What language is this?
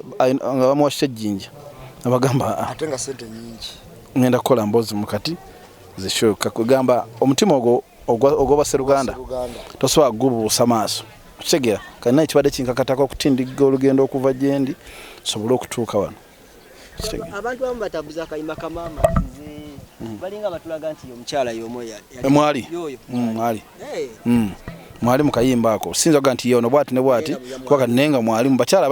Ganda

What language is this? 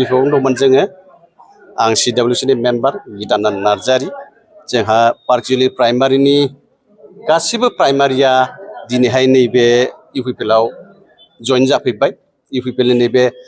Bodo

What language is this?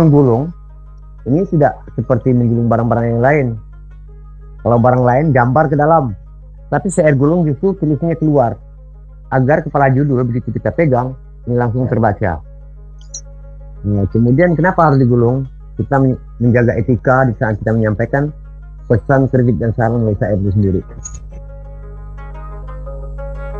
Indonesian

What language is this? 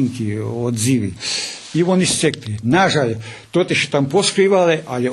Rusyn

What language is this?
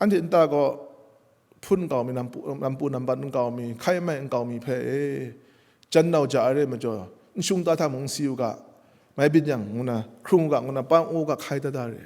Kachin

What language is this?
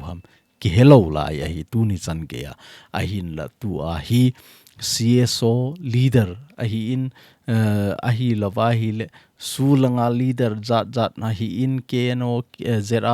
Thado Chin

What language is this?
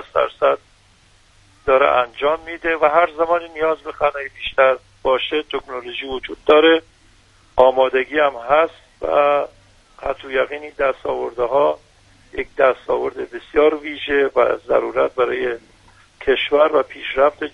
Persian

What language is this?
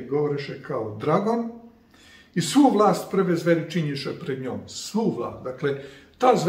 Serbian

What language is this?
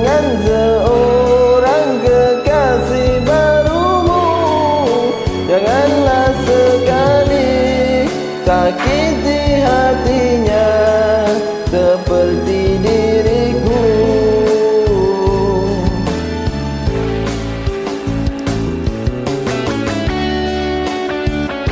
Malay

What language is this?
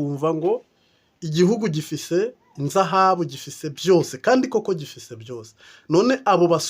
Rundi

